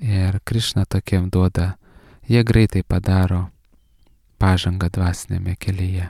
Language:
Lithuanian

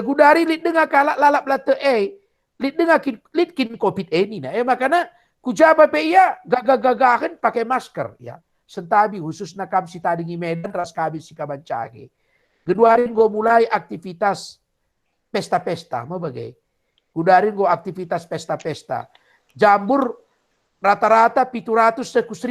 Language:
Batak Karo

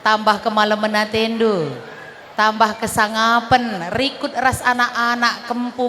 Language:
Batak Karo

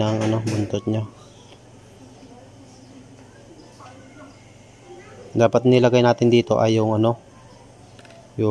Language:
Filipino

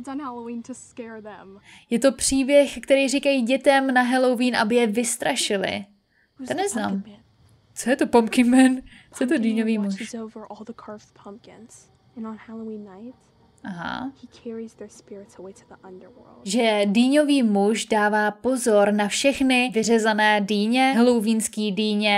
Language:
Czech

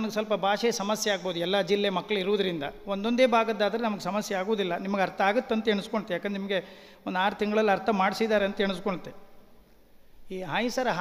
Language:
Kannada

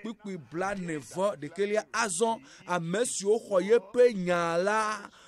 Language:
Ewe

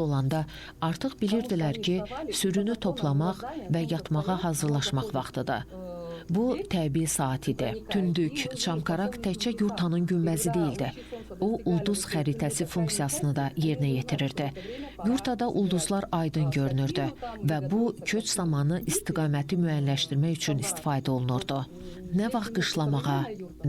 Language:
Azerbaijani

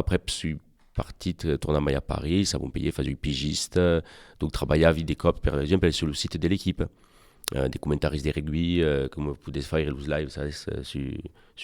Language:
Occitan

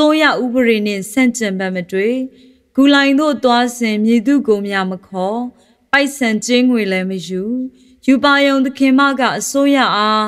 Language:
Burmese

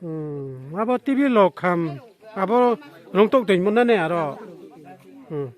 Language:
Riang (India)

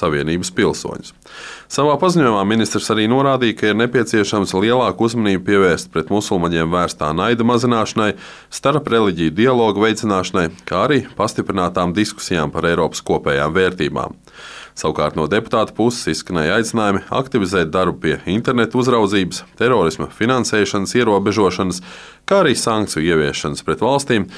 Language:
Latvian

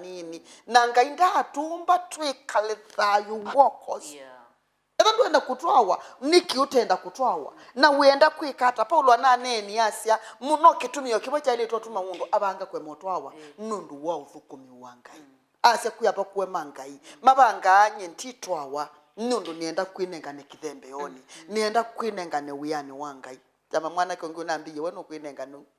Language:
Kamba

